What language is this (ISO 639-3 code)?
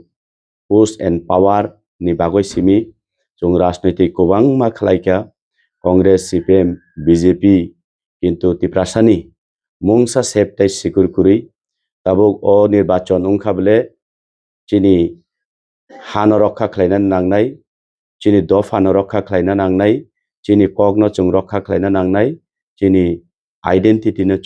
trp